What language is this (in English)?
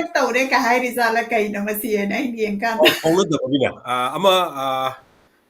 Manipuri